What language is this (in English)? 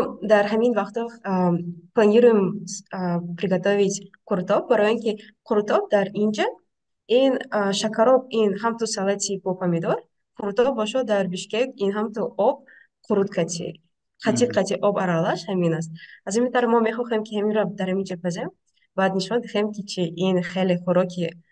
Tajik